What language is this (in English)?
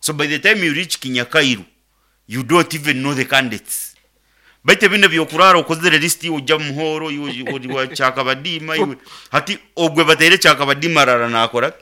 Nyankole